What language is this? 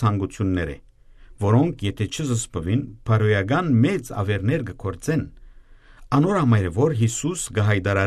Western Armenian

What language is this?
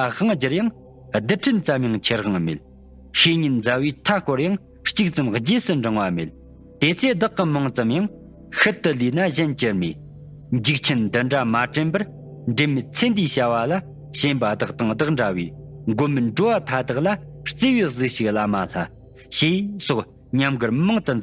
Tibetan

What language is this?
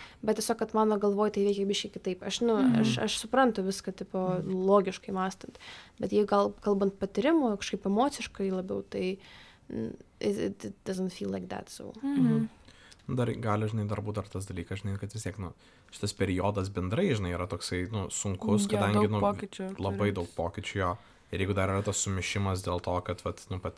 Lithuanian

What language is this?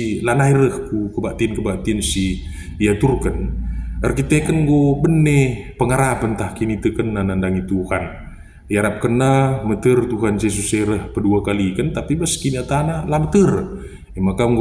Batak Karo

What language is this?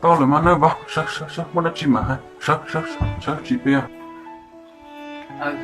Hmong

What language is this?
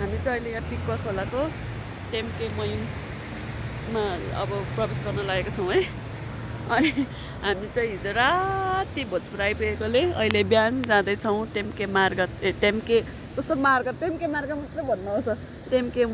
Nepali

